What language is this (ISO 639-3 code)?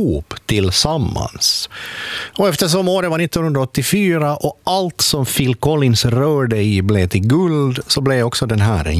swe